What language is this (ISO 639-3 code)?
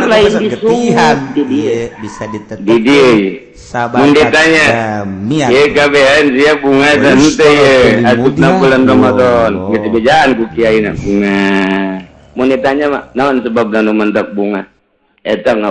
sun